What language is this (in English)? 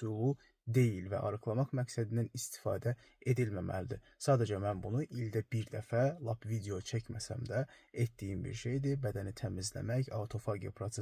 Azerbaijani